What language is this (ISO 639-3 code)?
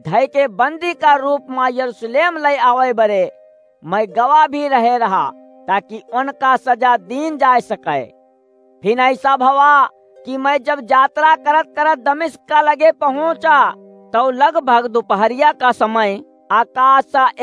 awa